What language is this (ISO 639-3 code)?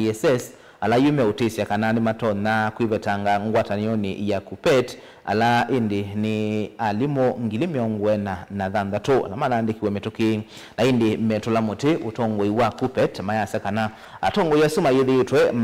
kam